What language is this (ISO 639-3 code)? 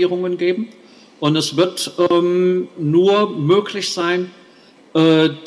deu